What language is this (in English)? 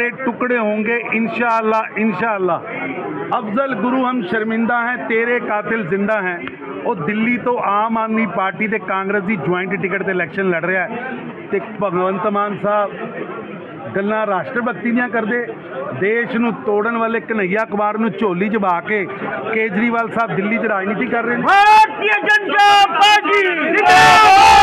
Punjabi